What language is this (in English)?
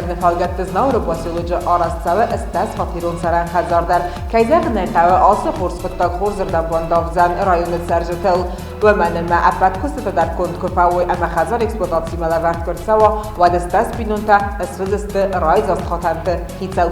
Ossetic